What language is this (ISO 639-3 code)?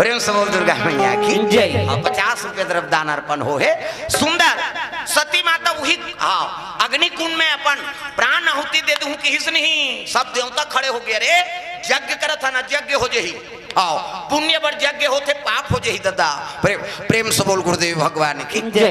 hne